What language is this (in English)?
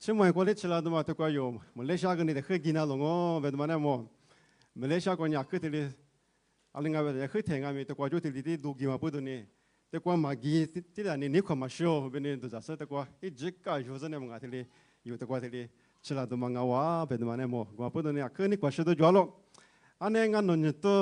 Lisu